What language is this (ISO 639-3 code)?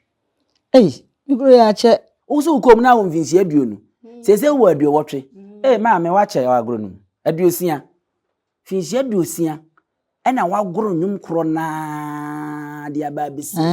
aka